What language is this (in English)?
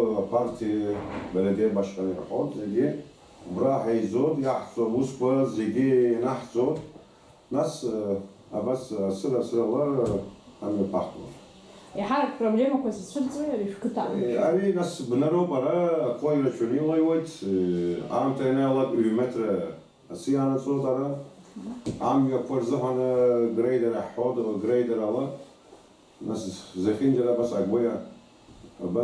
Abkhazian